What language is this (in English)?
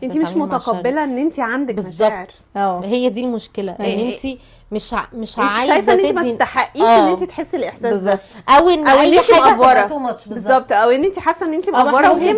Egyptian Arabic